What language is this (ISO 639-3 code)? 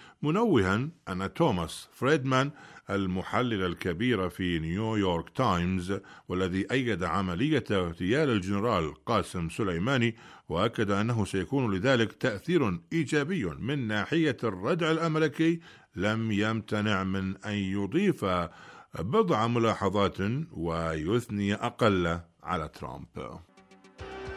ara